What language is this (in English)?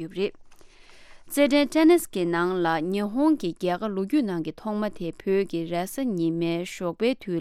Tibetan